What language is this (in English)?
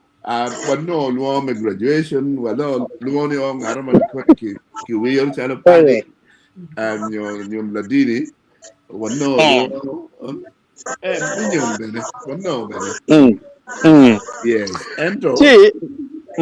Acoli